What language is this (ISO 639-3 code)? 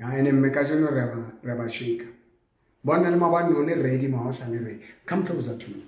sot